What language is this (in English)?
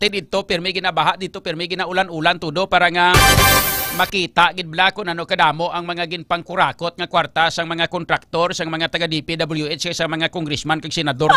Hiligaynon